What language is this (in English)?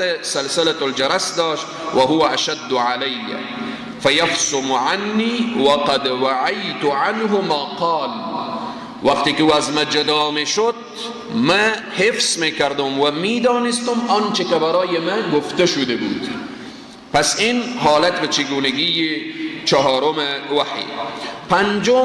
Persian